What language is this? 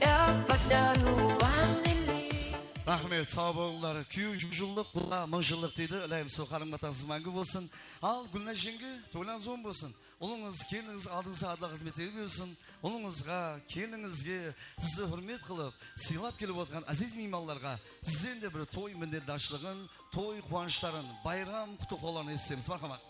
Kara-Kalpak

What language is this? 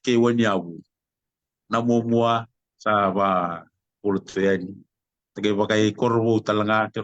Fijian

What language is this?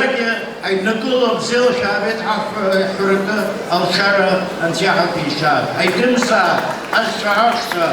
Abkhazian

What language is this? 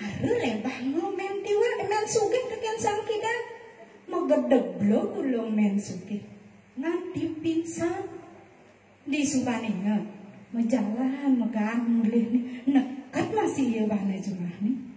Balinese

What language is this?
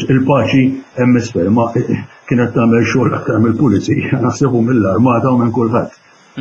Maltese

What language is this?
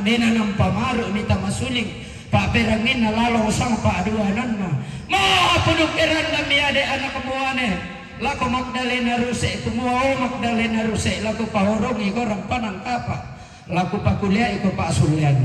Toraja-Sa'dan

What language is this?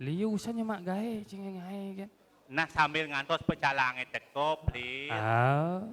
Balinese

